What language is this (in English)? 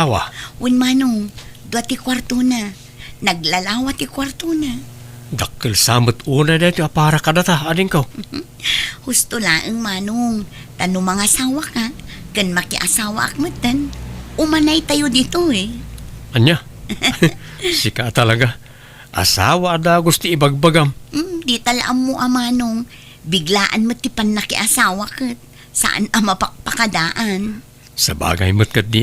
Iloko